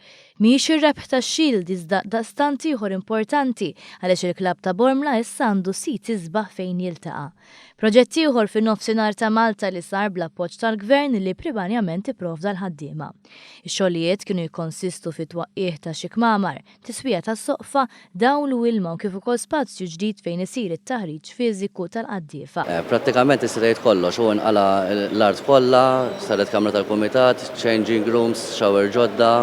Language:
Maltese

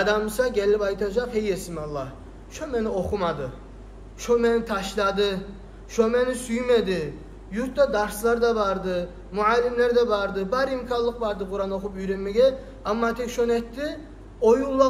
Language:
Kumyk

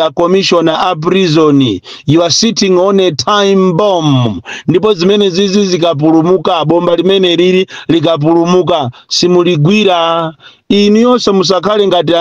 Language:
Nyanja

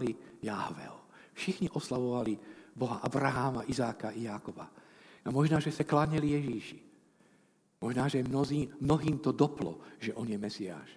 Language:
Czech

